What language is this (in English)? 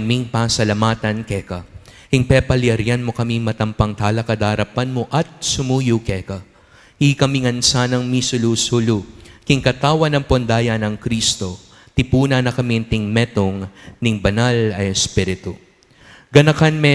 Pampanga